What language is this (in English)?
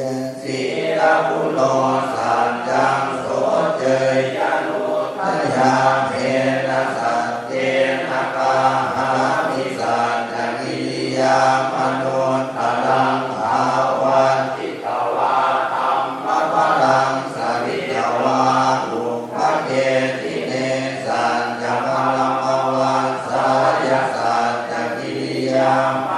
Pali